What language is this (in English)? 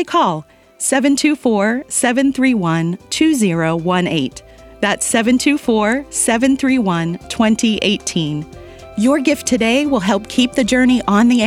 English